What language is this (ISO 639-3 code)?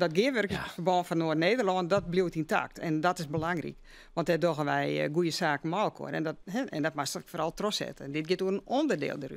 fry